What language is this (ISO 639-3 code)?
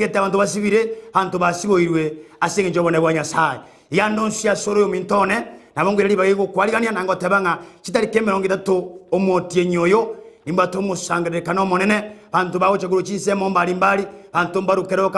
guz